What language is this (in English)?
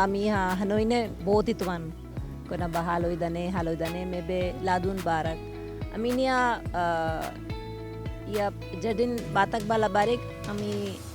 Tetum